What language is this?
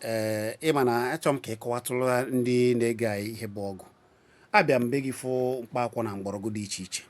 Igbo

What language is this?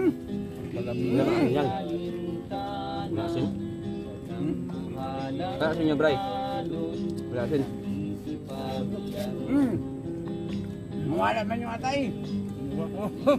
Filipino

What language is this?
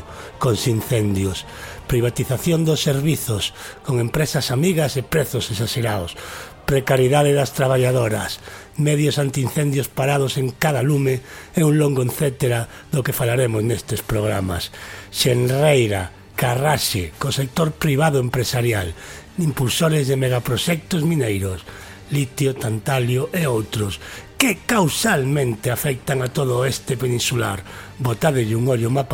Galician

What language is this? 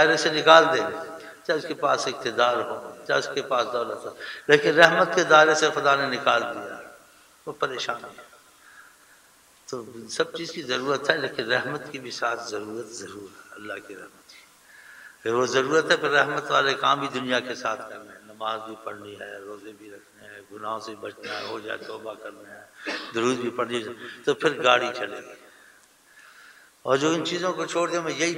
Urdu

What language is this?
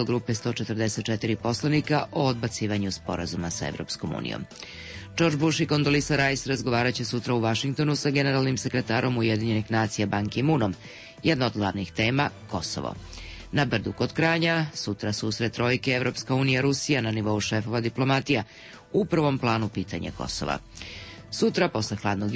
Serbian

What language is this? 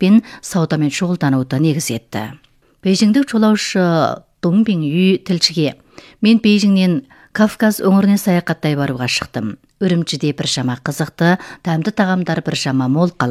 Kazakh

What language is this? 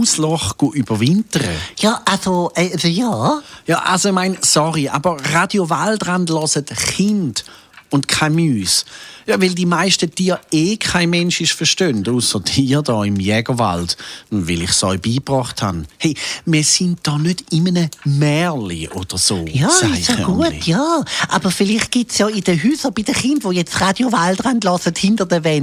Swiss German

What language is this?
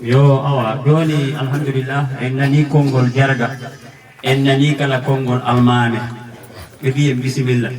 Fula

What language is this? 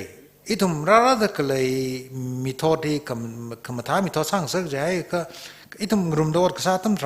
Tangkhul Naga (India)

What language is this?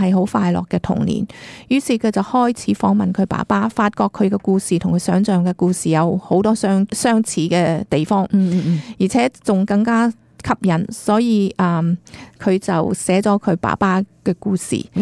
Cantonese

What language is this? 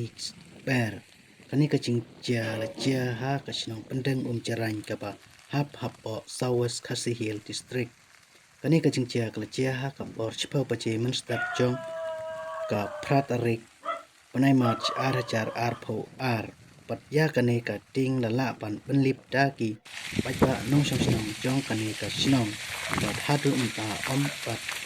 Khasi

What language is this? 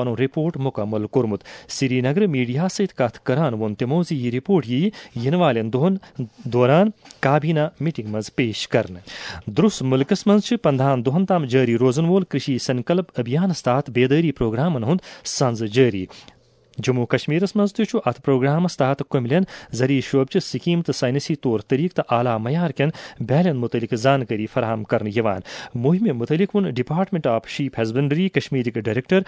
Kashmiri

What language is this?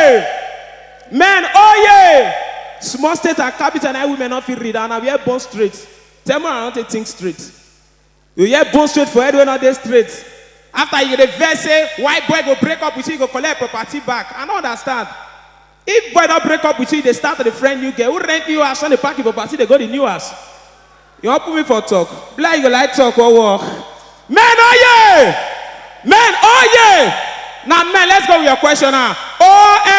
Nigerian Pidgin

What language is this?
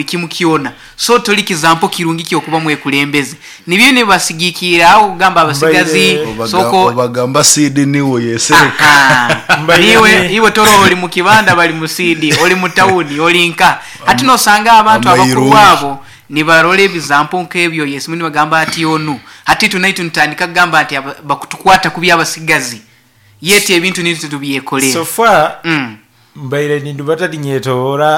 Nyankole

